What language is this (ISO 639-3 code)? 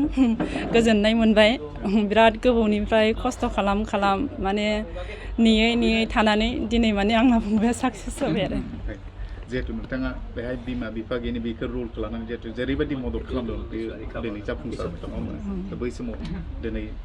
brx